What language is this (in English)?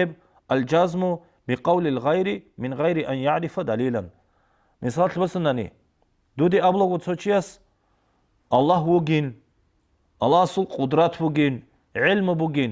Avaric